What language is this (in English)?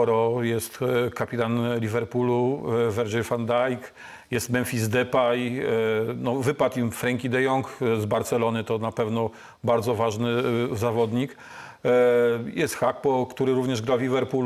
Polish